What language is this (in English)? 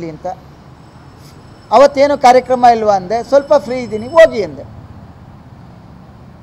Kannada